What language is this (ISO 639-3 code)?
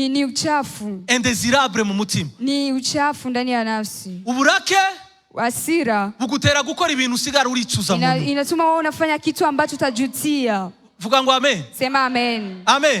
run